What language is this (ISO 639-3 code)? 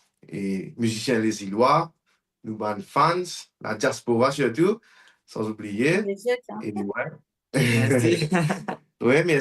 mfe